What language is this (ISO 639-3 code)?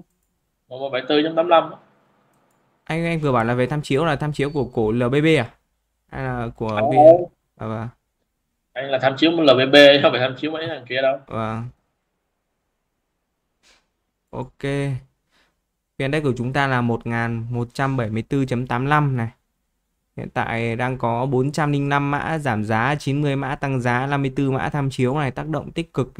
vie